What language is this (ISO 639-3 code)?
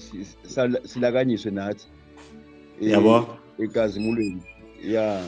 zul